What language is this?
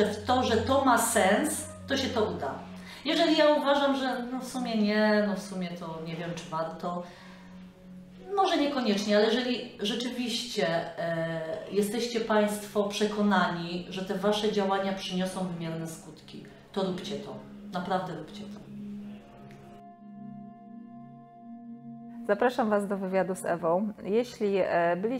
Polish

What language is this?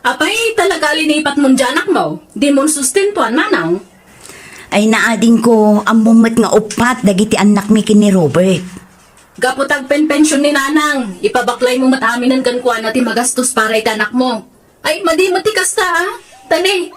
Iloko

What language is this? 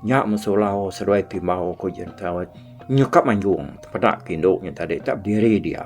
Iban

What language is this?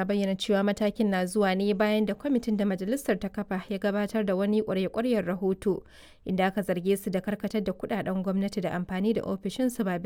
Hausa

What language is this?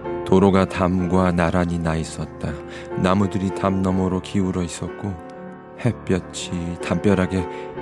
Korean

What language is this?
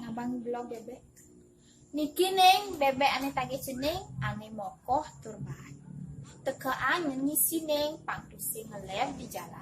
Balinese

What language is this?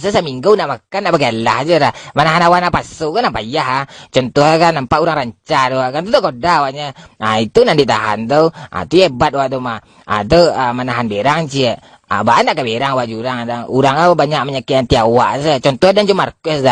Minangkabau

